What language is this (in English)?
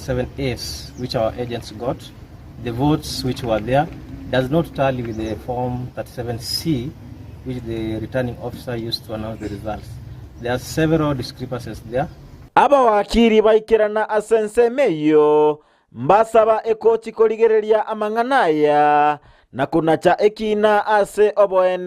Gusii